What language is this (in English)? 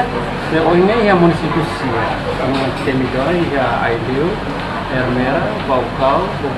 Tetum